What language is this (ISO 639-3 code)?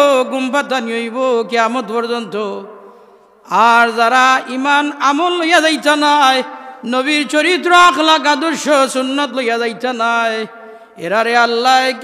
syl